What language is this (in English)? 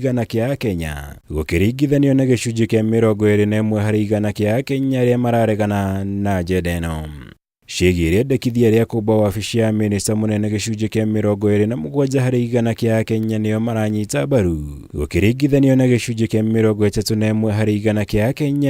Kikuyu